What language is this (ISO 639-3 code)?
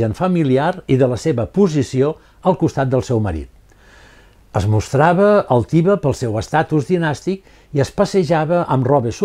cat